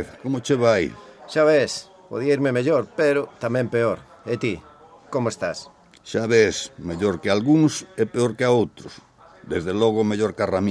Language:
Galician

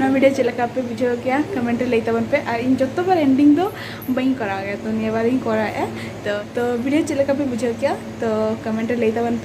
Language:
Santali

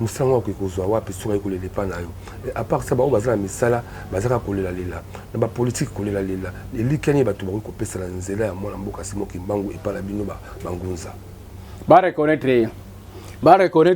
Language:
Lingala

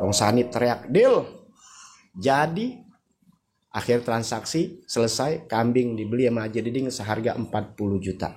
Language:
Betawi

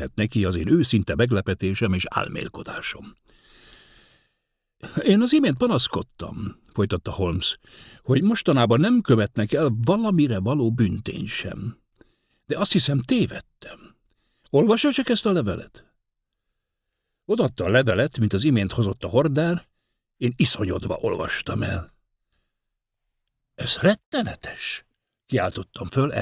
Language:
Hungarian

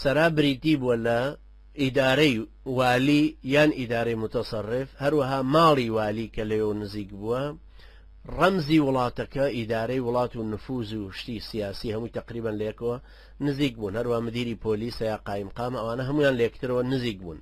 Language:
Central Kurdish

